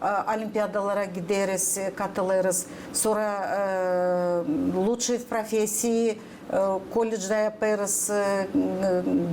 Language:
Gagauz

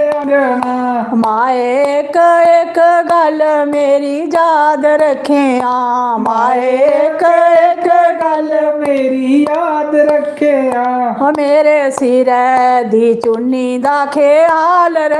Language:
Dogri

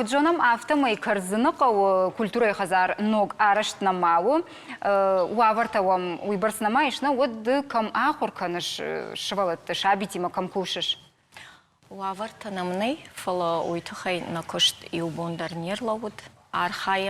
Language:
Ossetic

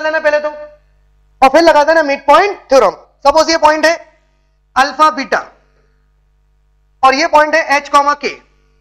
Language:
Hindi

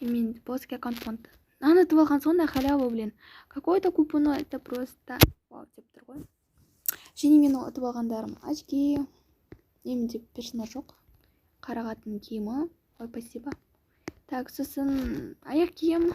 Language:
Kazakh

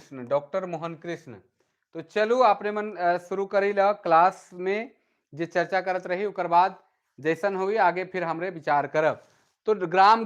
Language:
Sadri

